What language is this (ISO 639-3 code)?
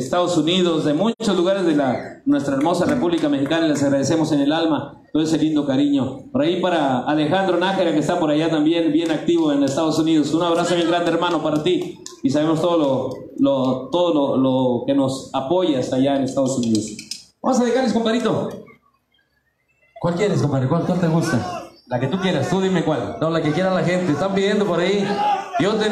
spa